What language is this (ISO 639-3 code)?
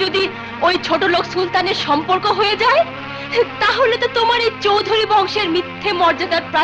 ben